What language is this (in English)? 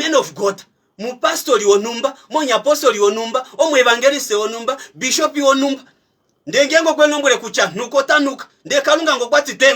Kuanyama